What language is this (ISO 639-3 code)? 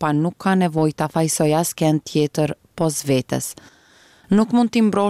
sqi